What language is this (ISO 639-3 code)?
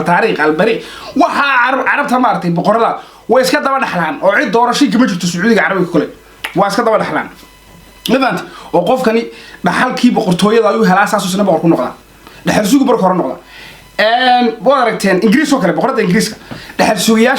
som